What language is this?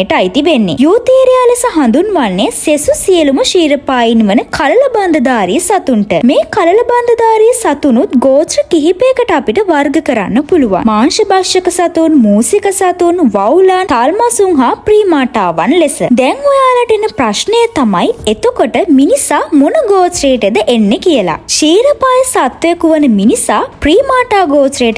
Sinhala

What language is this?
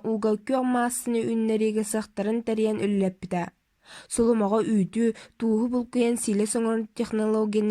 Yakut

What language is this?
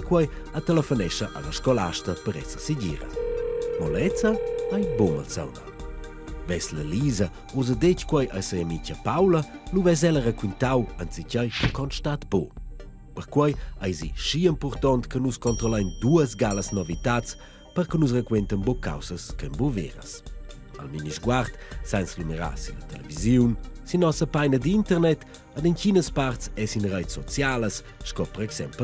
Romansh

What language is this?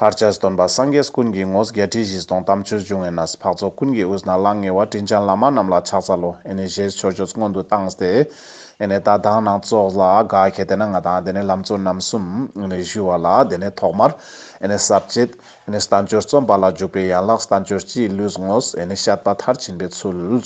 Ladakhi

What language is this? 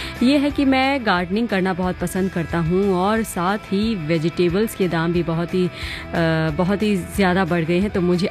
Hindi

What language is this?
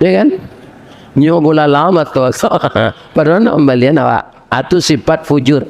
Minangkabau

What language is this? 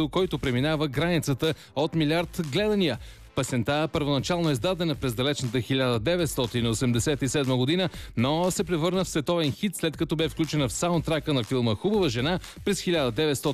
Bulgarian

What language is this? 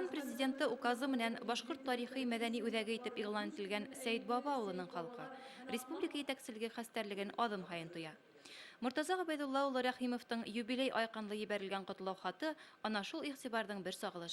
Bashkir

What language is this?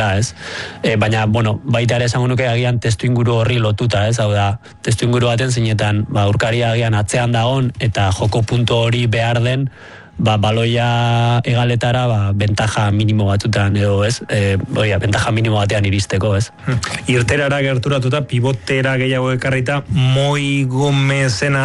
Basque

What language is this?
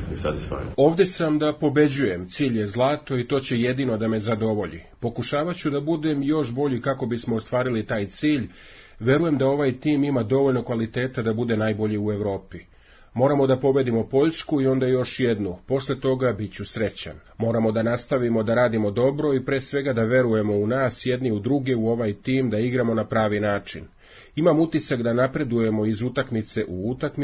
Serbian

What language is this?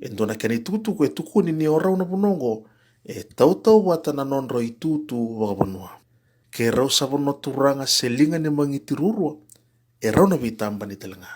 Fijian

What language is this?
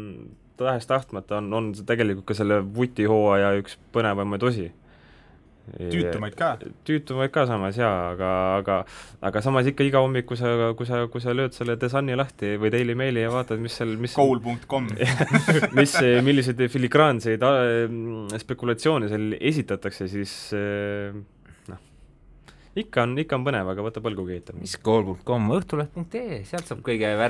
Estonian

